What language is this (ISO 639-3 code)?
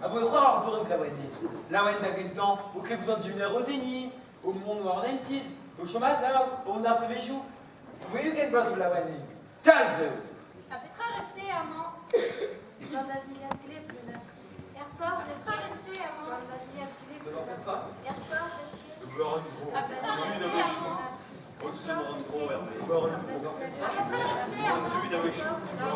bre